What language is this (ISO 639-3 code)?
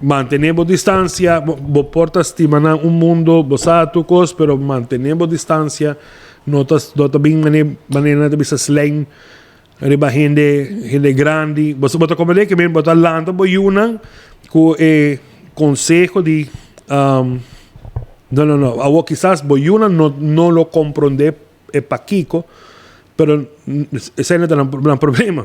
pap